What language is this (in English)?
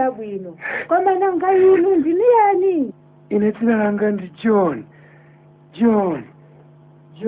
Nyanja